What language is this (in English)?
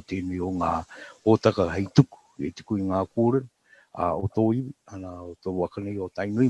Māori